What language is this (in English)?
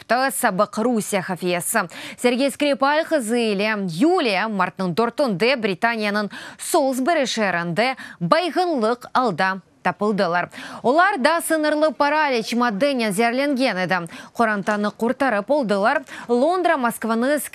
Crimean Tatar